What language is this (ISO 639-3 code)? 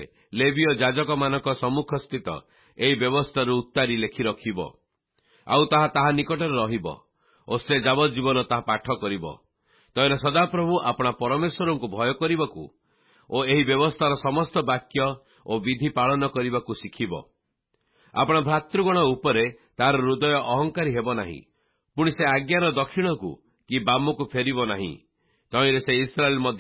ori